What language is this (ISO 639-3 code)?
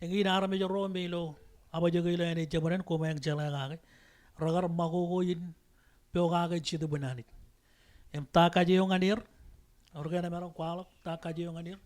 mah